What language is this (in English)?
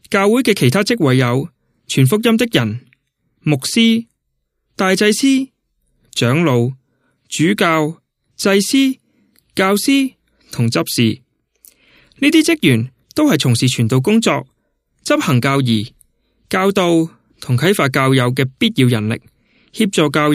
Cantonese